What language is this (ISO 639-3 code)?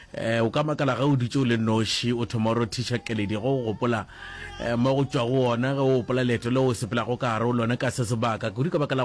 nso